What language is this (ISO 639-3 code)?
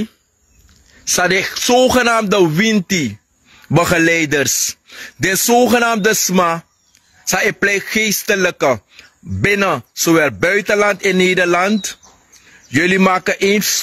srn